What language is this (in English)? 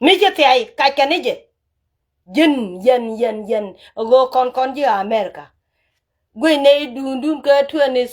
Nuer